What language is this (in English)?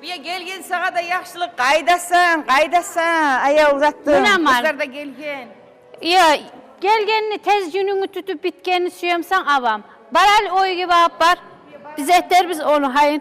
Kumyk